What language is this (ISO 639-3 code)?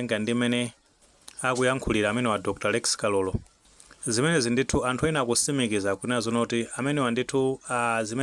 nya